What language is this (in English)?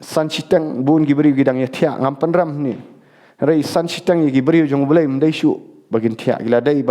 Khasi